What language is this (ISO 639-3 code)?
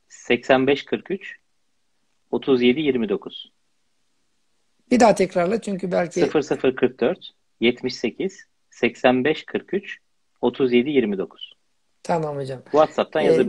tur